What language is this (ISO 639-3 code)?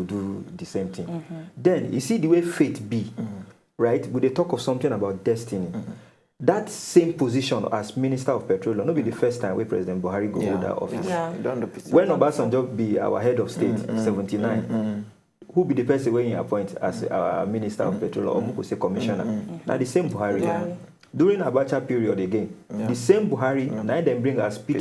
pcm